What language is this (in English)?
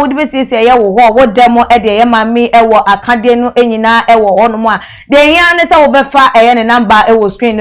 Akan